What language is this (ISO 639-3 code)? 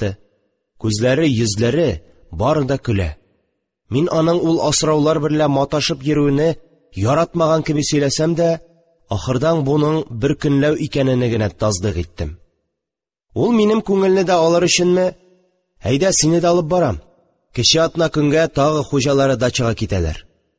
tat